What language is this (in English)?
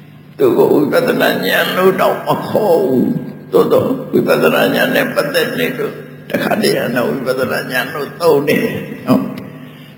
Burmese